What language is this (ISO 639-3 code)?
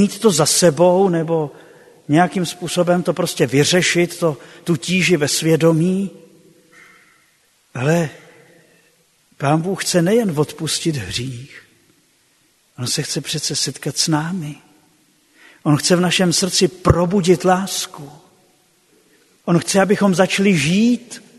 ces